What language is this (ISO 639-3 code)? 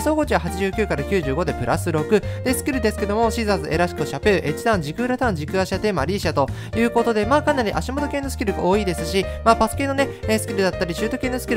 jpn